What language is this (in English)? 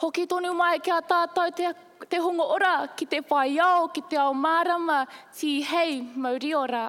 Māori